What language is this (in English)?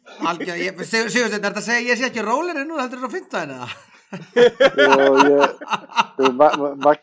Icelandic